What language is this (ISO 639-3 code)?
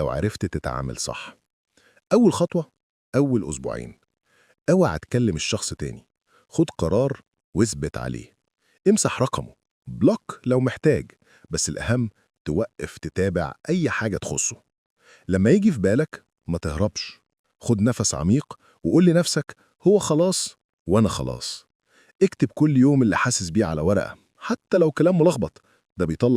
arz